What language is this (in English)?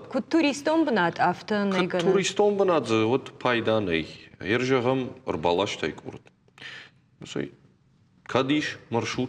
Ossetic